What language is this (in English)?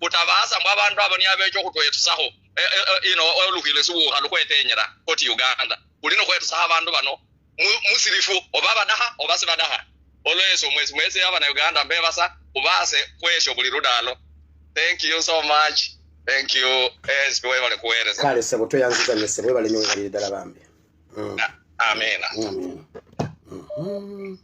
Ganda